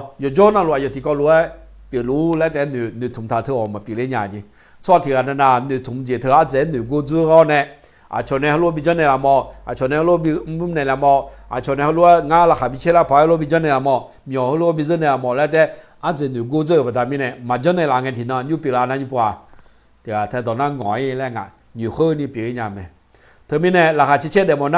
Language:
Akha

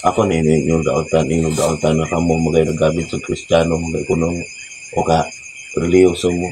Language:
Cebuano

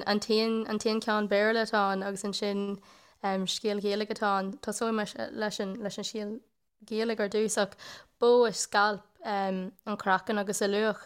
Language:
Irish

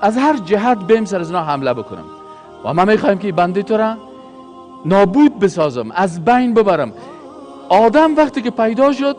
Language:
Persian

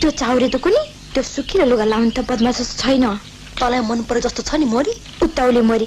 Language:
Nepali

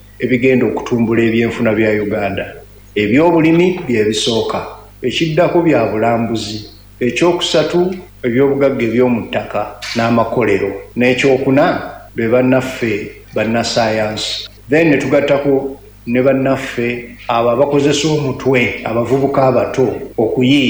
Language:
Ganda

